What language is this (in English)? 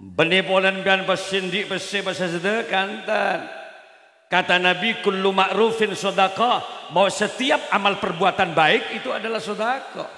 Madurese